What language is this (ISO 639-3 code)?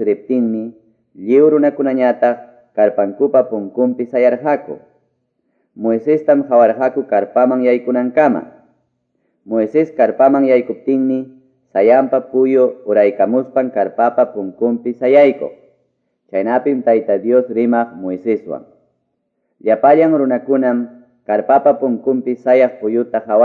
que